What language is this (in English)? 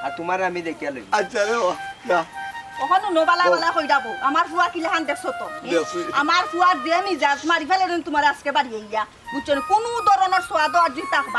Sylheti